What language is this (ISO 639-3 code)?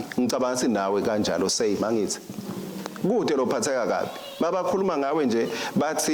ssw